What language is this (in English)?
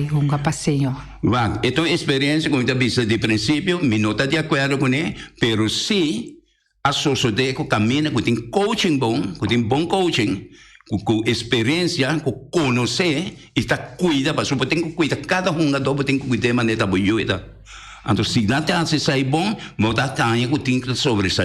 Papiamento